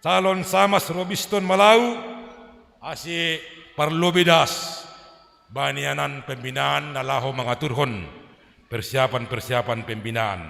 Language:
Batak Simalungun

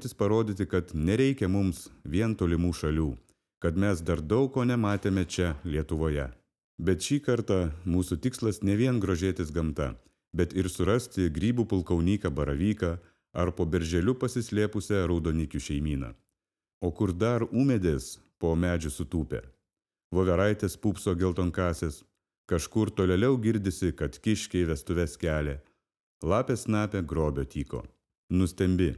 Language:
Lithuanian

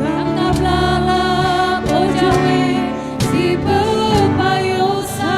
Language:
Batak Karo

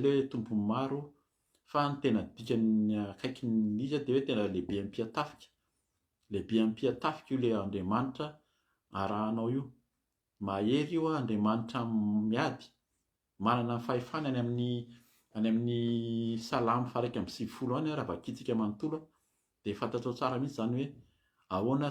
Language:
Malagasy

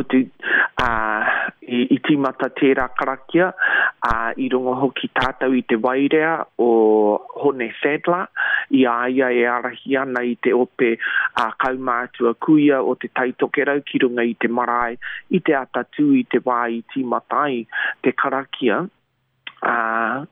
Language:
Māori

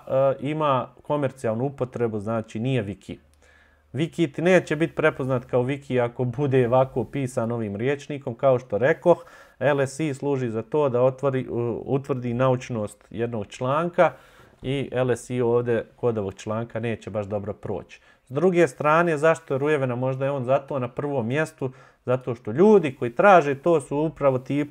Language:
Bosnian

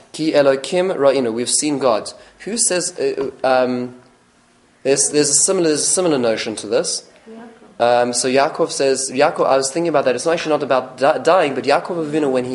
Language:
English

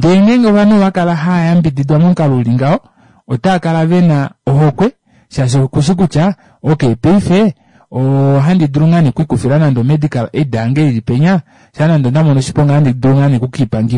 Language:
Kuanyama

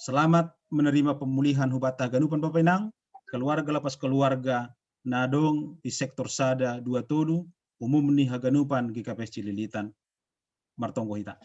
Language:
Batak Simalungun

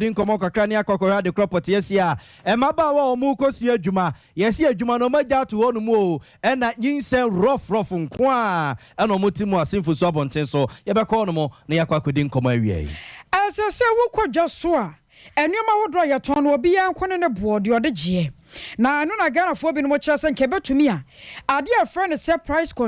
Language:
Akan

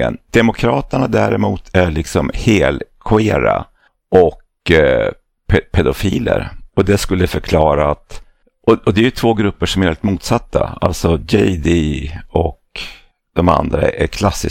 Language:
Swedish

